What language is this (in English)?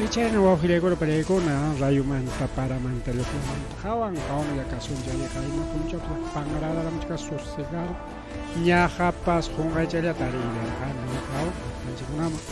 Ayacucho Quechua